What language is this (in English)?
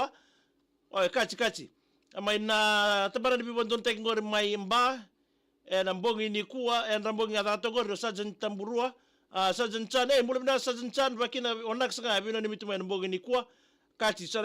Fijian